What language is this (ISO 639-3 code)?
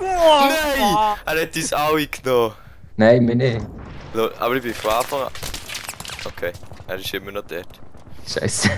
gsw